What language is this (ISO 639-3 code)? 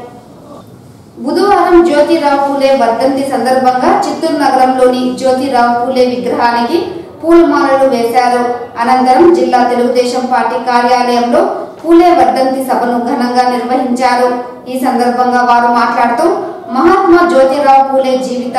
tel